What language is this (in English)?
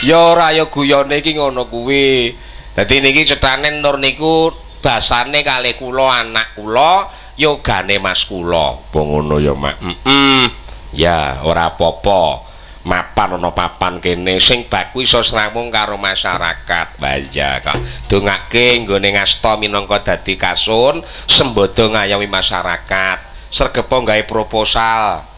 Javanese